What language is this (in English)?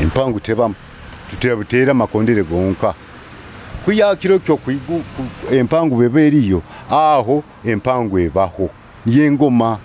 Nyoro